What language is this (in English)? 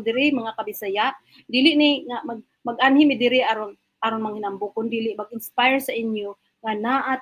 Cebuano